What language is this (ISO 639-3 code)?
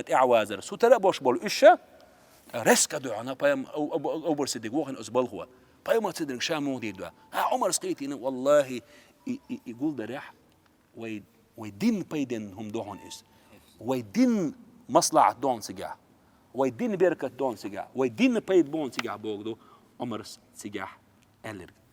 che